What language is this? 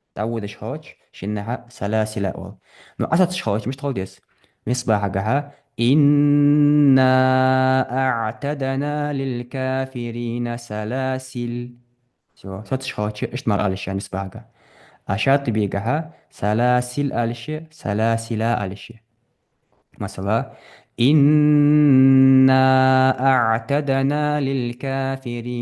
Ingush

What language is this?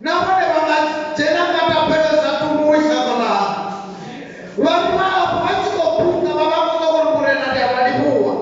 Venda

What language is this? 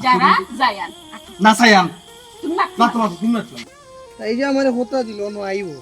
Sylheti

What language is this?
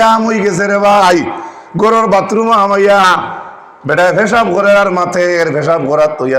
Sylheti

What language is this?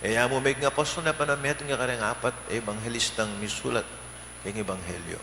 Pampanga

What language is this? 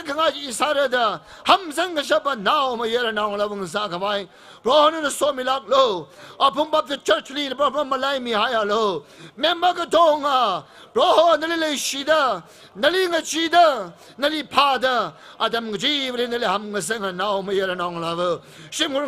Tangkhul Naga (India)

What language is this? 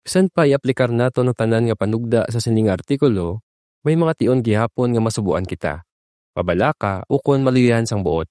Hiligaynon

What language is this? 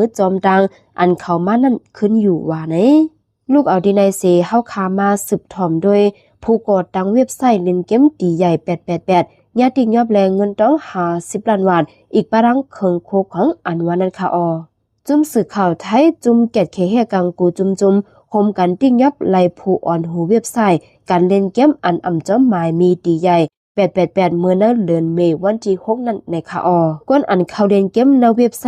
Shan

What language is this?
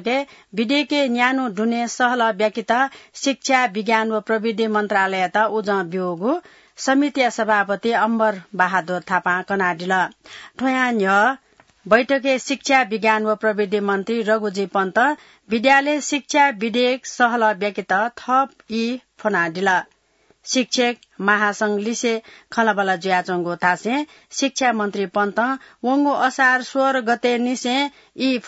Newari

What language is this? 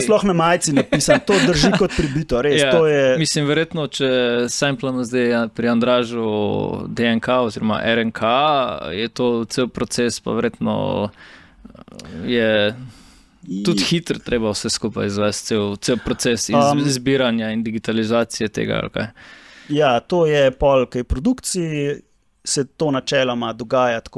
Slovenian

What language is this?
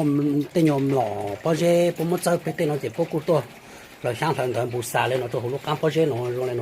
Hmong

